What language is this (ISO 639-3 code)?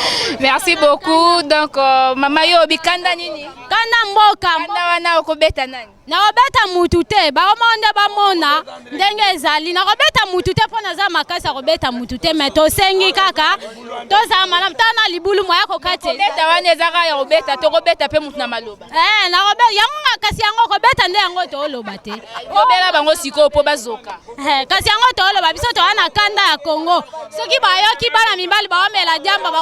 lin